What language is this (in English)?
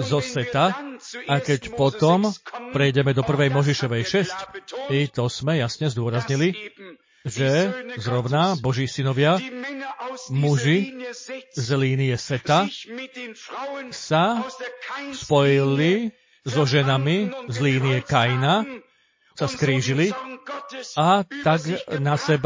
Slovak